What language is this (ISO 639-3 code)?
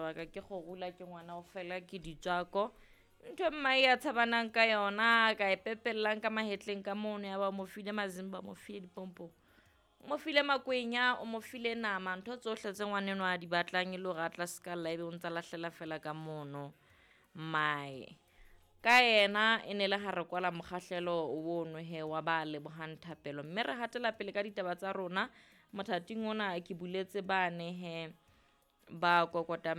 sot